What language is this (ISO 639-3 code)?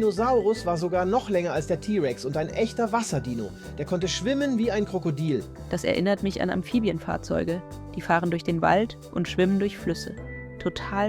gsw